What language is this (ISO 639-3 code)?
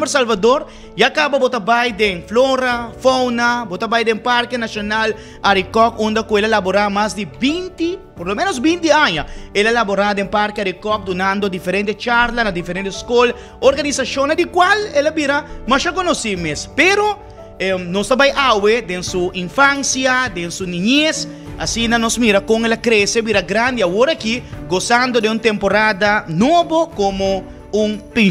pap